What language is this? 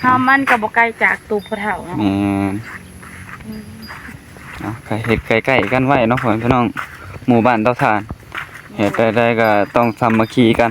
Northeastern Thai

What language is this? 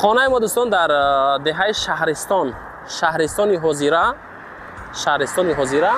Tajik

